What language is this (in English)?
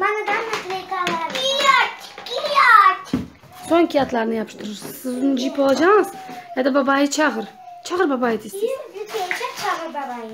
Crimean Tatar